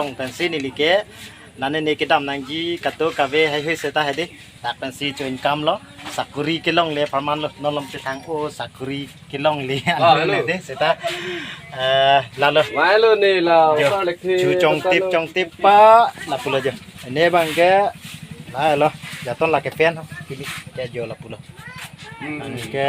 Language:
Karbi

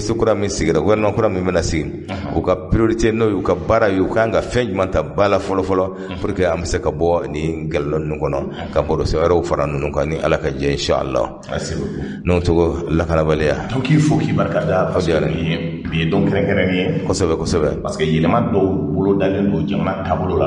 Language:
Bambara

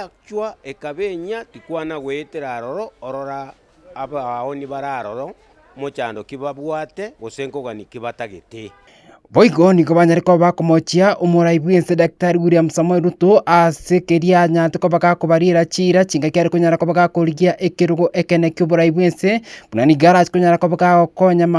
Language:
Gusii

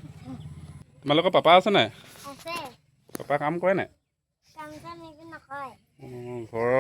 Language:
Assamese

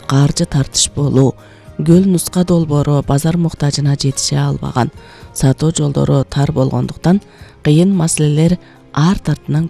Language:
Kyrgyz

